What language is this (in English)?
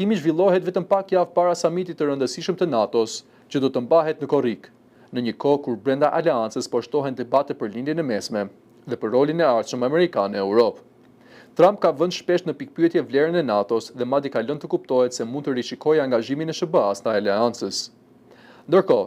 Albanian